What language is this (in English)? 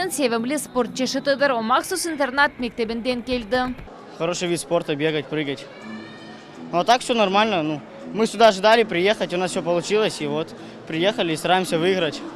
Crimean Tatar